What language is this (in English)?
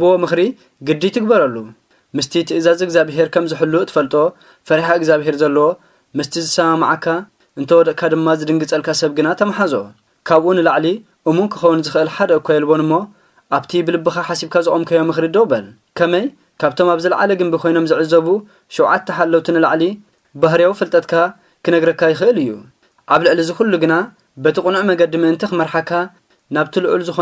Tigrinya